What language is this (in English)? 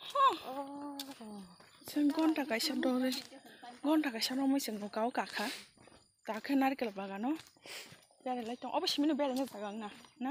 Kok Borok